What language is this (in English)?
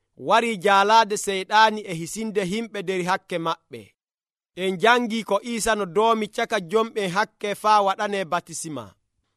Nigerian Fulfulde